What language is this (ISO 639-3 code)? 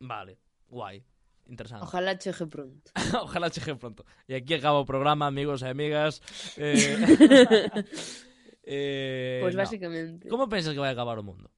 glg